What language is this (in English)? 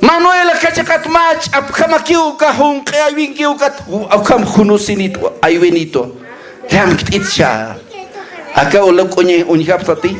Aymara